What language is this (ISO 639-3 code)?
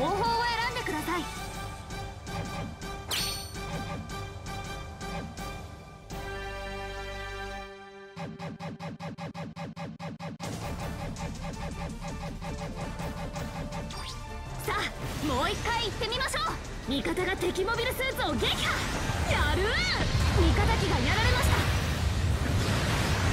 jpn